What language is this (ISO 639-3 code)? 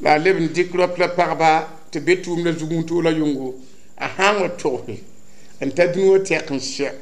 mos